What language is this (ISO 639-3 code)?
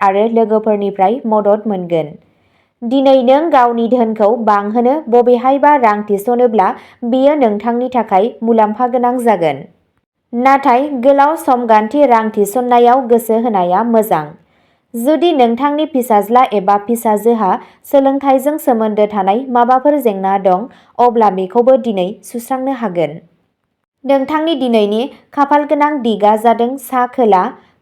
brx